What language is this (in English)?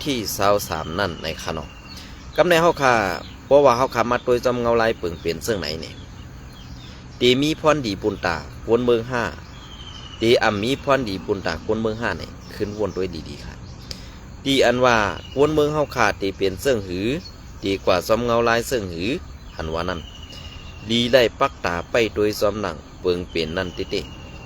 Shan